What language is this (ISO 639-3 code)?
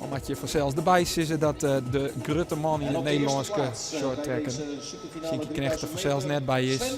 fry